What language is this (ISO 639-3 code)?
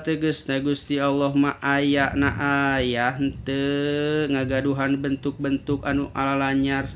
sun